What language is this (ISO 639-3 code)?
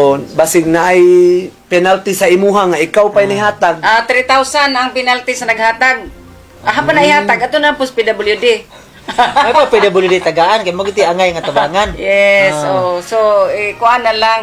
ceb